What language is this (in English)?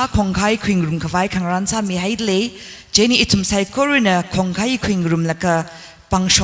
Tangkhul Naga (India)